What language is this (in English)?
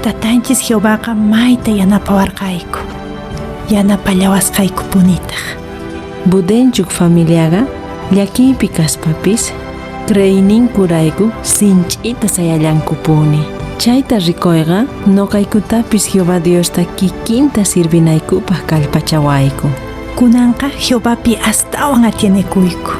Quechua